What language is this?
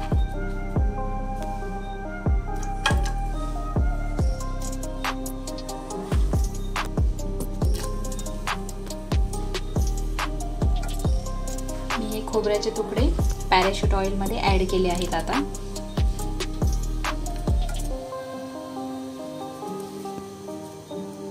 Marathi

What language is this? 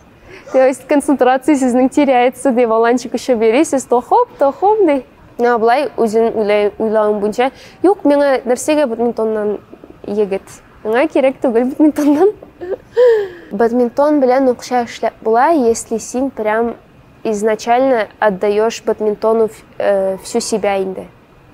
Tatar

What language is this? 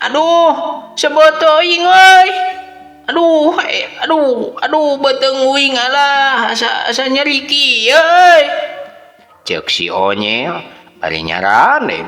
Sundanese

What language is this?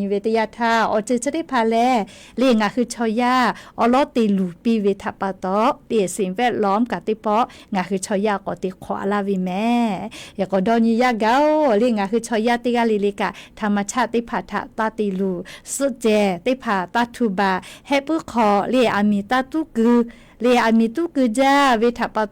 Lahu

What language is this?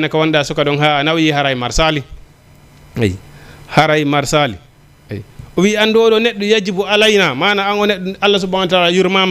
Fula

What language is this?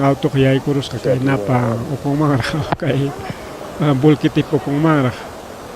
Ayacucho Quechua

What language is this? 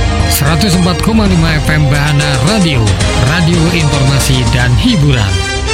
Indonesian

